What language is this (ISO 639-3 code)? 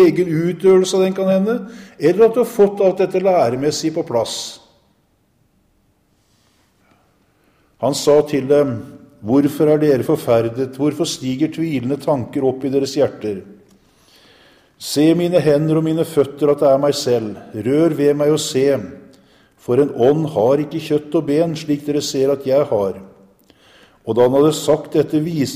nor